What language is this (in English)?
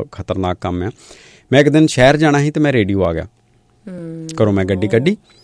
Punjabi